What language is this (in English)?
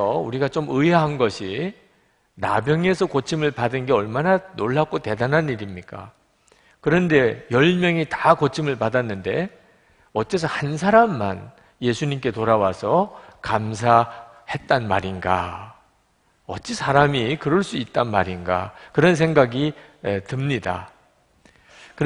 Korean